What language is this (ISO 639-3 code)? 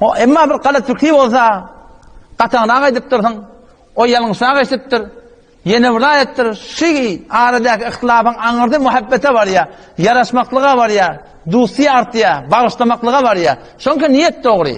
tuk